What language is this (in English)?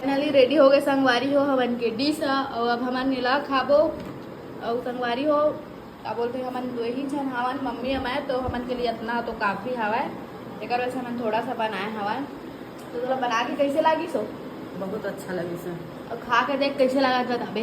Chhattisgarhi